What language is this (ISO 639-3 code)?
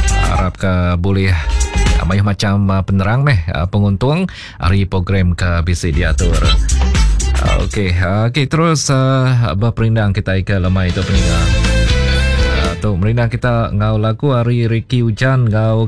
iba